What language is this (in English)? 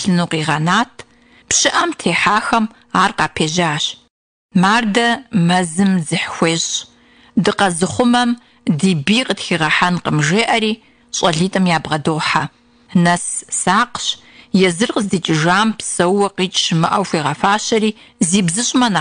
Kabardian